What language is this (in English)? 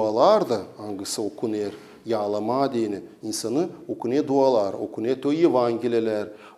Gagauz